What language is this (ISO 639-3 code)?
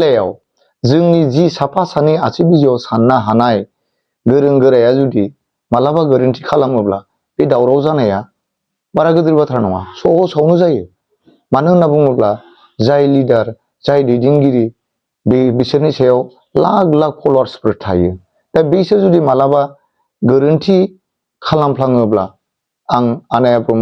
brx